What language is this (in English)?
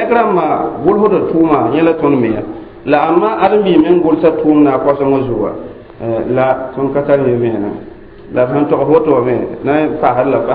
Mossi